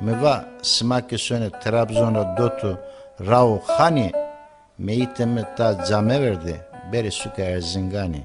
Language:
Zaza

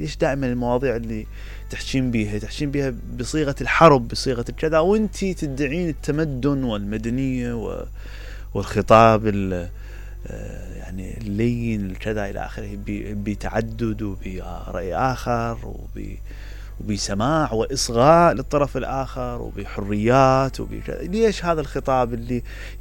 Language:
Mesopotamian Arabic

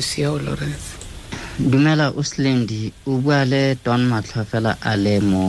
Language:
Tswana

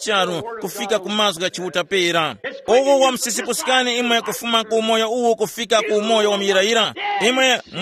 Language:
Tumbuka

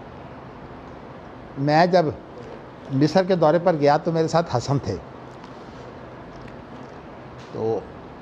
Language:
Urdu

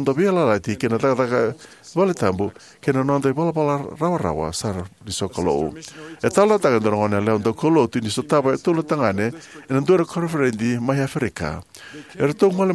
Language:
Fijian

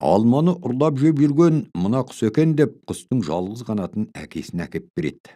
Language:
Kazakh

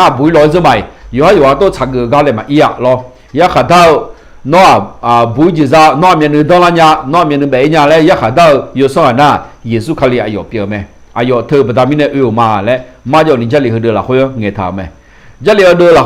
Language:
Akha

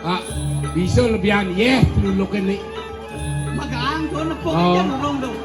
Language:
Balinese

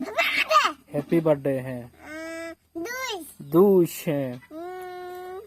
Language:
Santali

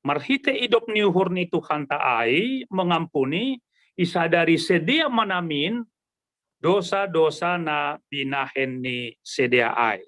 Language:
Batak Simalungun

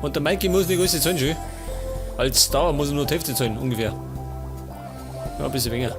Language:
Bavarian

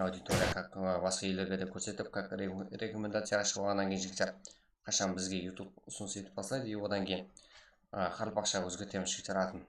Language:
Kara-Kalpak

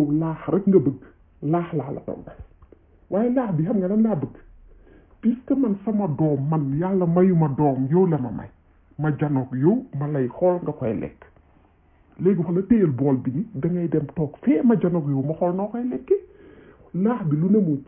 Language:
Wolof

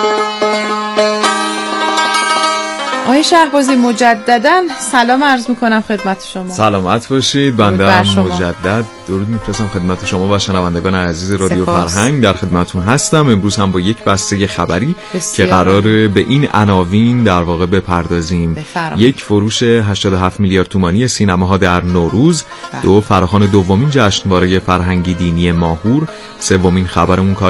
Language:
Persian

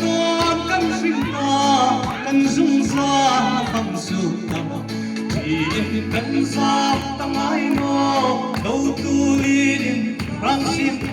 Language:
Hmar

